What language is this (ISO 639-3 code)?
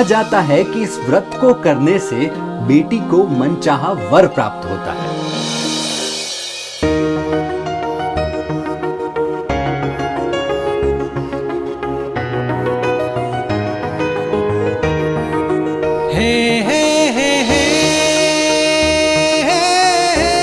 hin